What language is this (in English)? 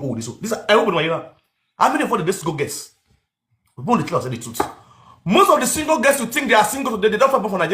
Nigerian Pidgin